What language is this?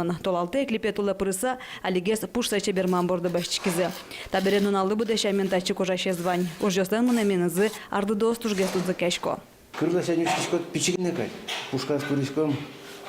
Udmurt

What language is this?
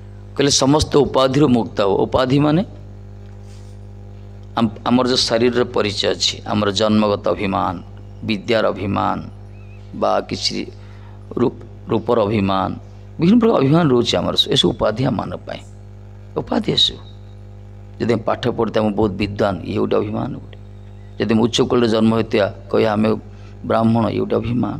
Odia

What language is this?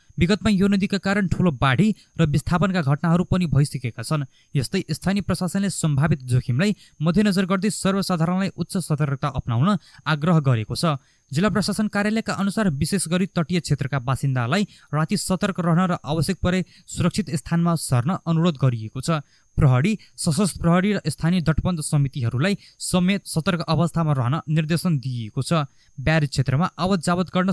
Nepali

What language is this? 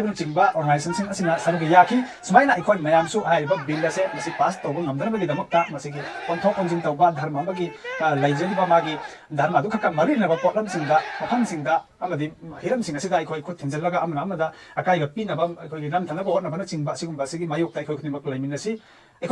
Manipuri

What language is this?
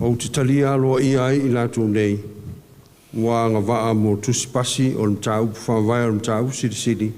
Samoan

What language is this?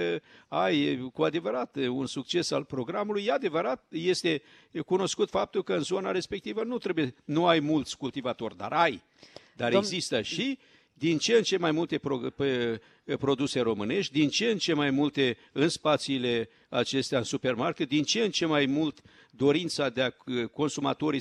Romanian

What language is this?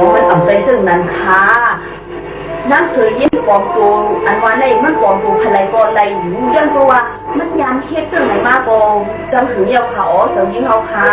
Shan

